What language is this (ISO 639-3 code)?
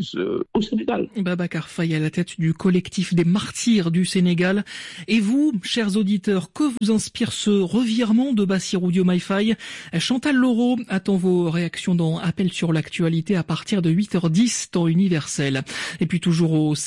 fra